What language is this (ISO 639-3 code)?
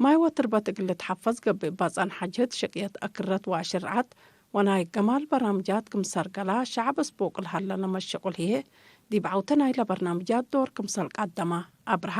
tig